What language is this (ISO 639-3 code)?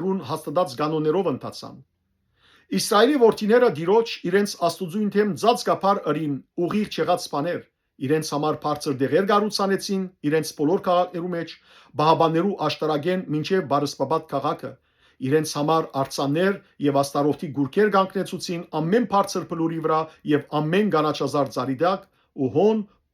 hyw